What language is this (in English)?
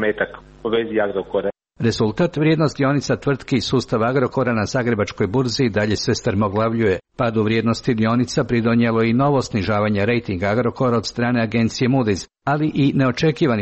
Croatian